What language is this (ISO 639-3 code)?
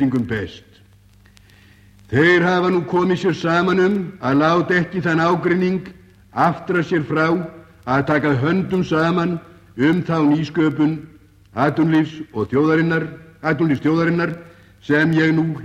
isl